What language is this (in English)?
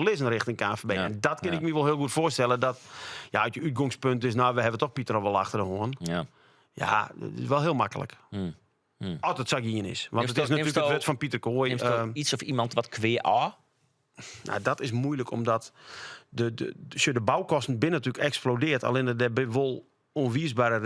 Western Frisian